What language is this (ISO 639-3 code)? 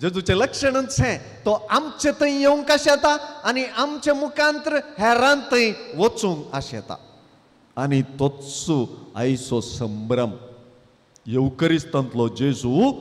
kok